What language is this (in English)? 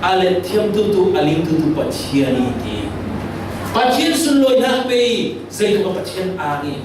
Falam Chin